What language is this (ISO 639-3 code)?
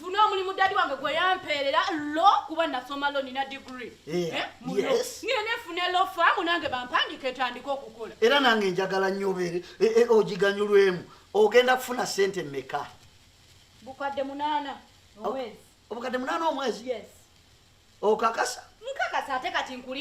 lug